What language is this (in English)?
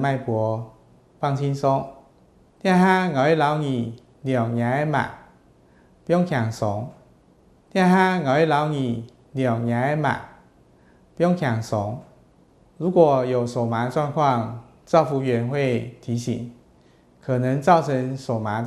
Hakka Chinese